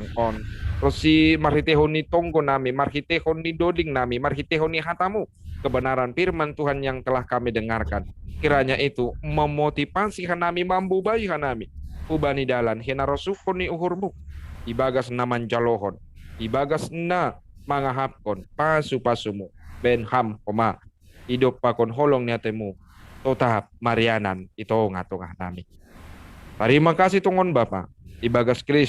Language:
Batak Simalungun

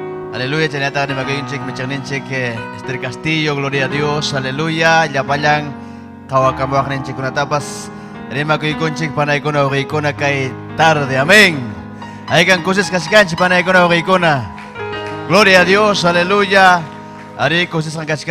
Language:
Ayacucho Quechua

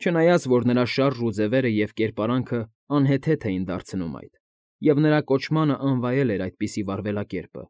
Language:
Armenian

